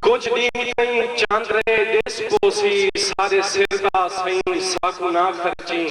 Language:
Saraiki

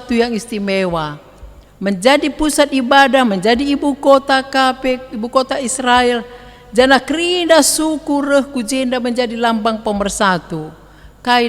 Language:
Batak Karo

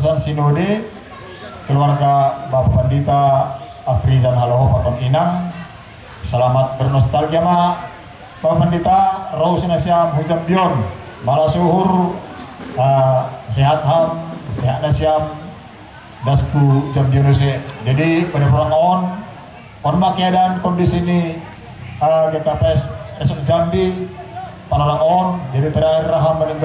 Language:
Batak Simalungun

